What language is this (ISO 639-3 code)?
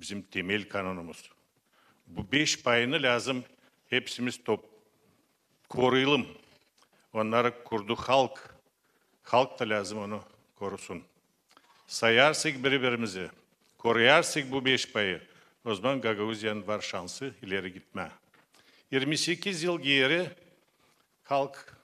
gag